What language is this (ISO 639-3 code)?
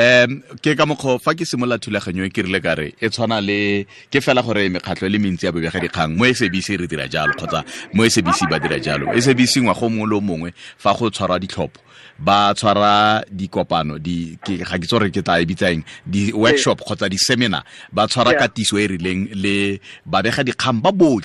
tsn